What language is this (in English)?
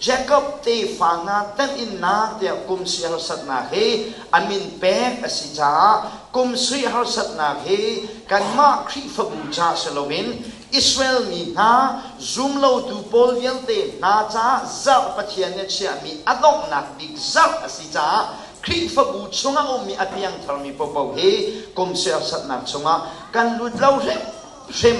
Hakha Chin